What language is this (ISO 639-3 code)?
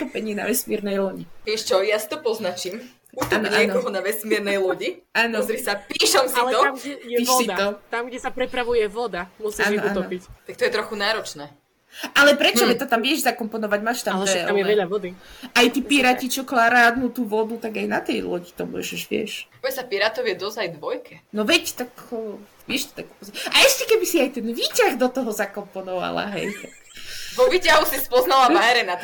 slk